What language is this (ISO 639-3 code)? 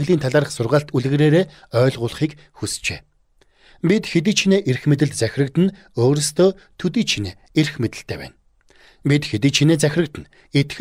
mon